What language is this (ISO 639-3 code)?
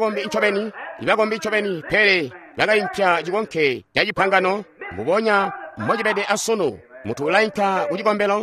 toi